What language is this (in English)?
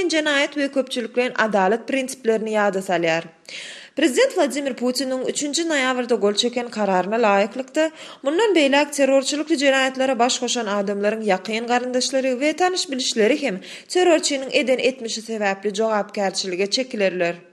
Turkmen